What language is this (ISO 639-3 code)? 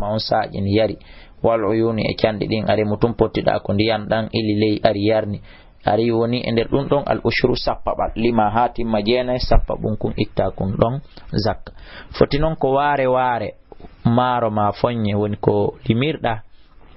ful